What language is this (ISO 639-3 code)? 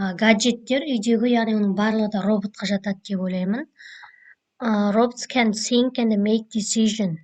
kaz